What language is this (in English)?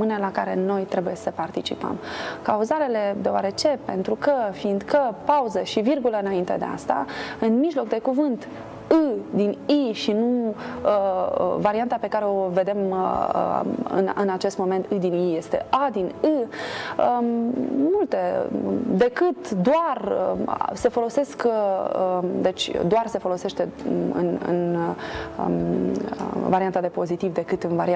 Romanian